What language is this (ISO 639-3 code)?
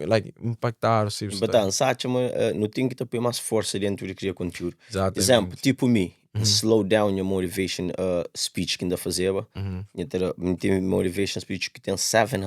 kea